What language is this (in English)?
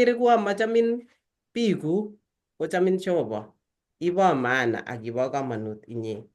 Kalenjin